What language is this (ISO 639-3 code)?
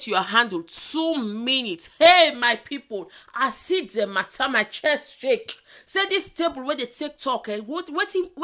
pcm